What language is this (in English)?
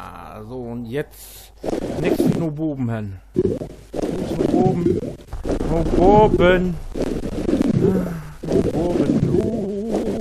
Low German